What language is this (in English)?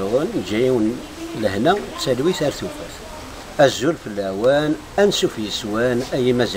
Kabyle